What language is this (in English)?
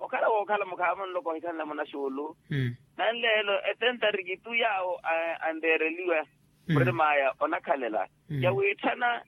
Makhuwa